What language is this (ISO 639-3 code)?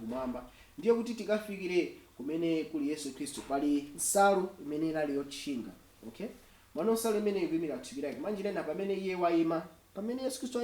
nya